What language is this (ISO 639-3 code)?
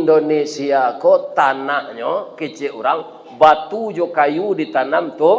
min